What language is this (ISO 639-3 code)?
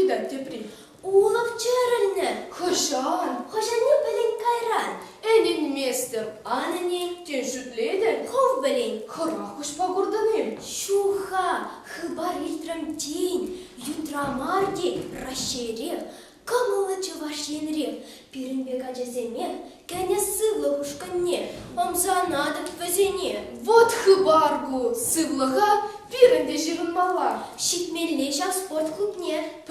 chv